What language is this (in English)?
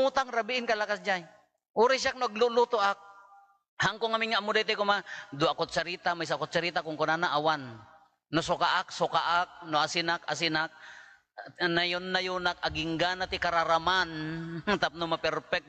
Iloko